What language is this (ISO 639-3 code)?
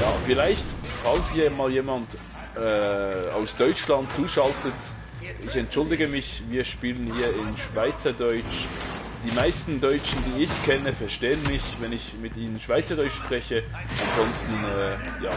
gsw